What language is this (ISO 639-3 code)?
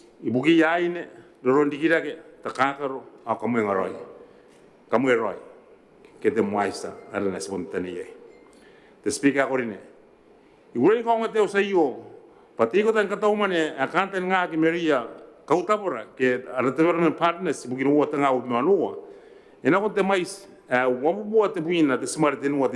gil